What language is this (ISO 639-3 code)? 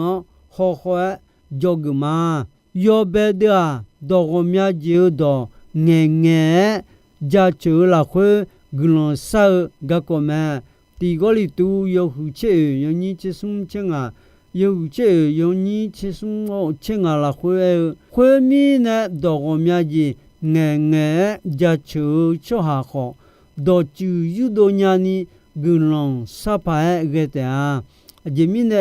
ahk